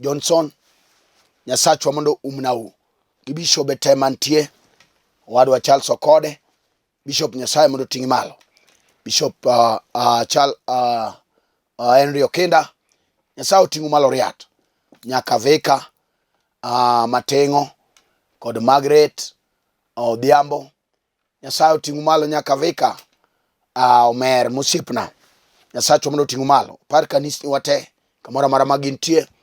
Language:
Luo (Kenya and Tanzania)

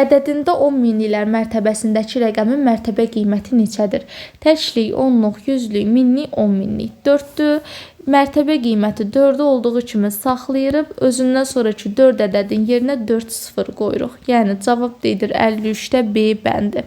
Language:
Azerbaijani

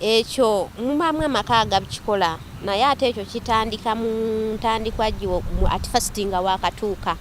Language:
Ganda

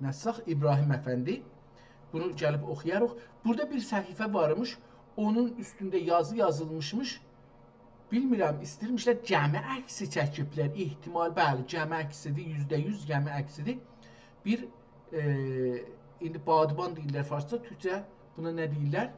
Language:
South Azerbaijani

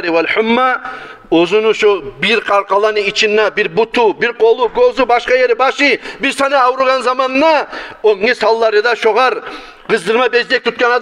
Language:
Kumyk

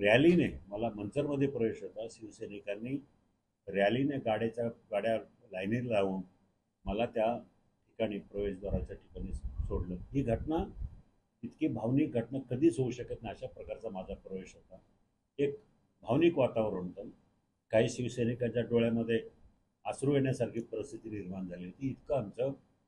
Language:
Marathi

